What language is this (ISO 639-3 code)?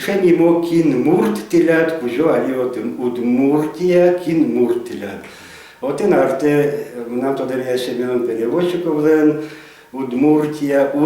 udm